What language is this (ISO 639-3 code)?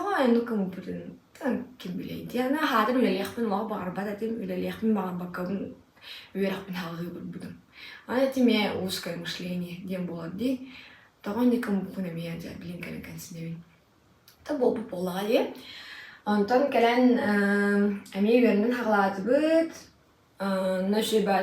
sah